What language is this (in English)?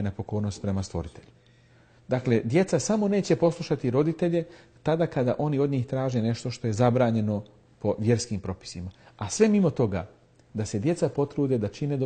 Bosnian